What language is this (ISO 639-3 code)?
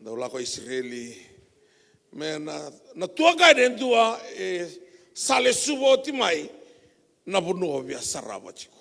fij